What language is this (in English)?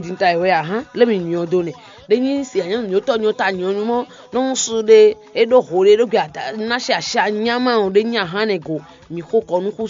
Fon